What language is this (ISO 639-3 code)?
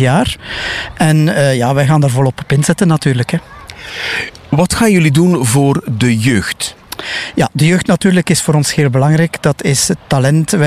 nld